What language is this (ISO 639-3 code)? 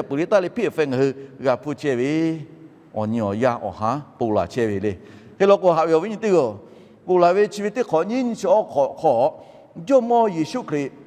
lhu